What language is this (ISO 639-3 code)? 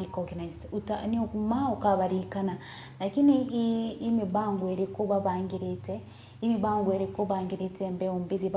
mer